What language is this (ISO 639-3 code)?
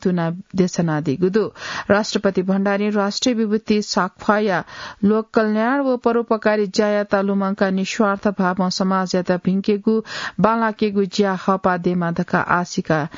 new